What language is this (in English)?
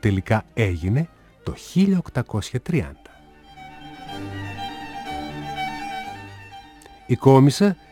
Greek